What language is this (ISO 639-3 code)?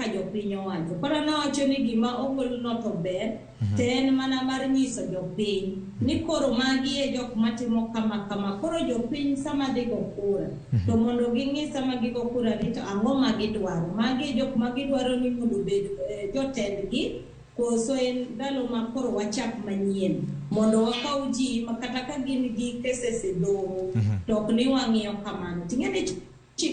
luo